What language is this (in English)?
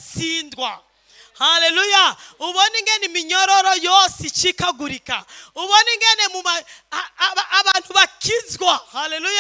Rundi